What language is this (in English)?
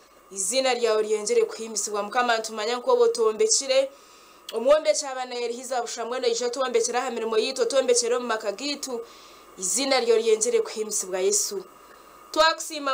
Nyankole